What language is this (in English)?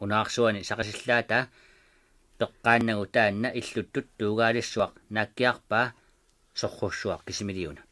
Kalaallisut